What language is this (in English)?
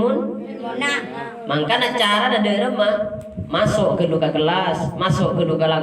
Madurese